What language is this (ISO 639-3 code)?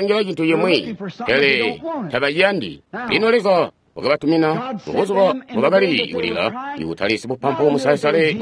toi